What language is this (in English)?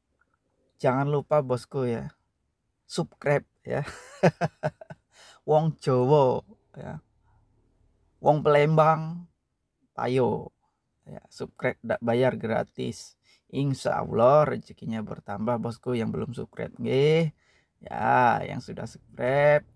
Indonesian